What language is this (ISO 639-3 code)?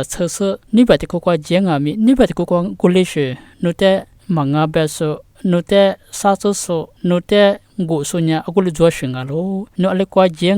lis